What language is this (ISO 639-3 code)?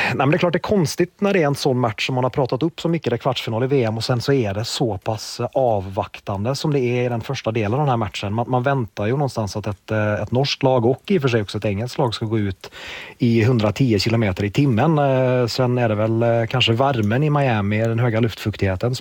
swe